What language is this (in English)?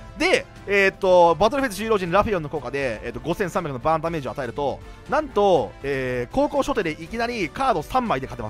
Japanese